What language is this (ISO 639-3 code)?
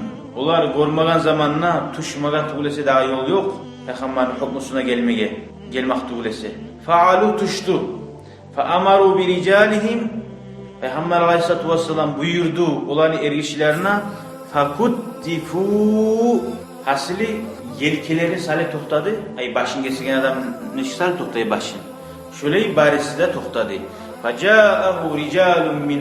kum